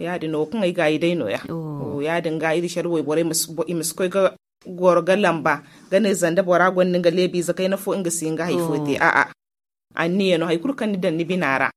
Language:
Zarma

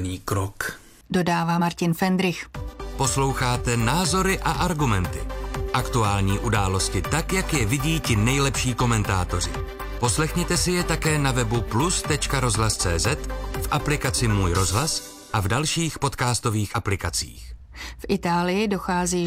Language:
Czech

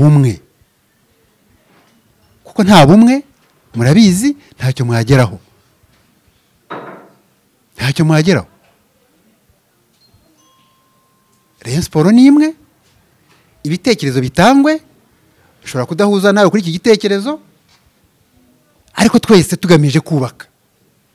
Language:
Kinyarwanda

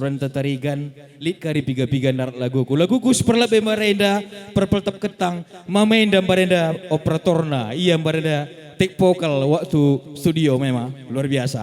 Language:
Batak Karo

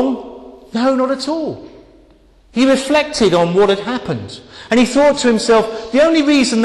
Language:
English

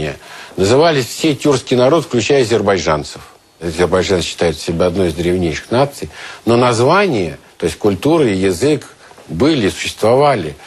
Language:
Russian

